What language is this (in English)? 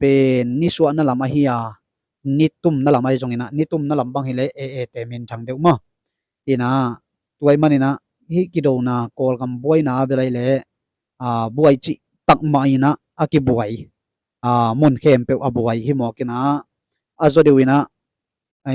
Tedim Chin